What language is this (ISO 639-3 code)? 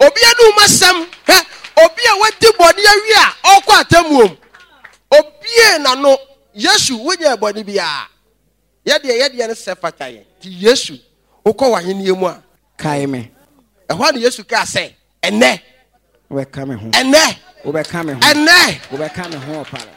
aka